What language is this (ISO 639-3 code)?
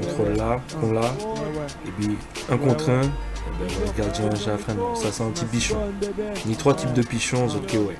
gcf